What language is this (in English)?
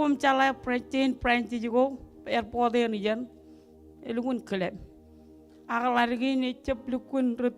Marshallese